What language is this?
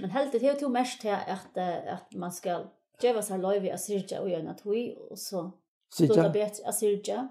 Faroese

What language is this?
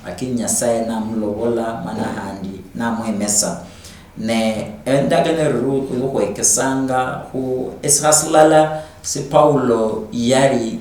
Luyia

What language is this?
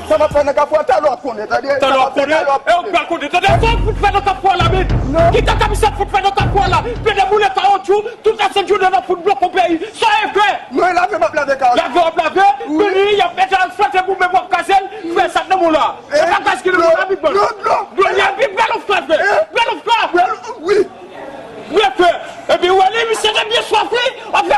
Haitian Creole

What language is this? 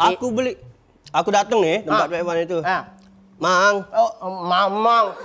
Musi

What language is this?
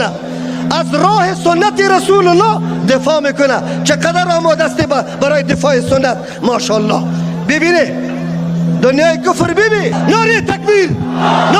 Persian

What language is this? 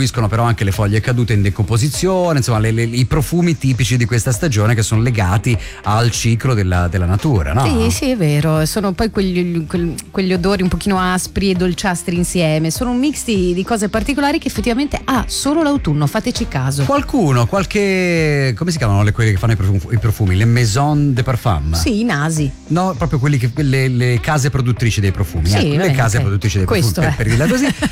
Italian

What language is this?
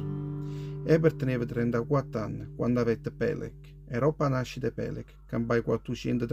Neapolitan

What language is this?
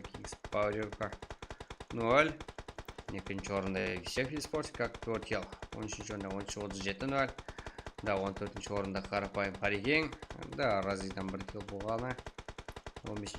Kara-Kalpak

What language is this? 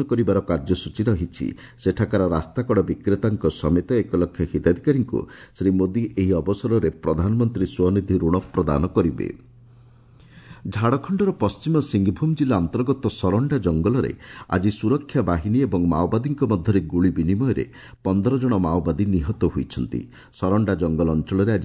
Odia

